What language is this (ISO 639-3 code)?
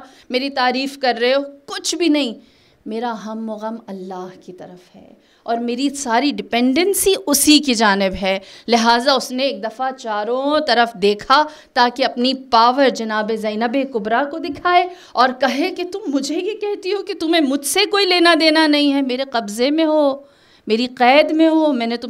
urd